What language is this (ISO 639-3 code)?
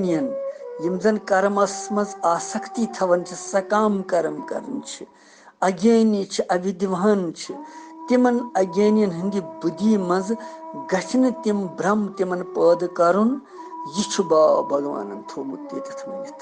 kas